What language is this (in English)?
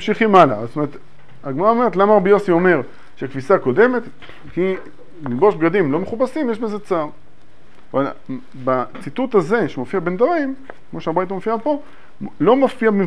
Hebrew